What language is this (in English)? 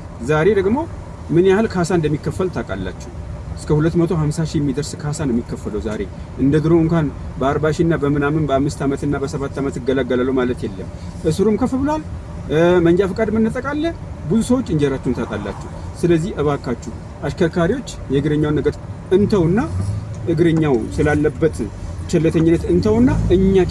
Amharic